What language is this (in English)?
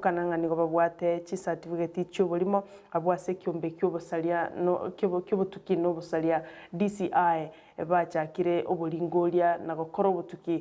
Gusii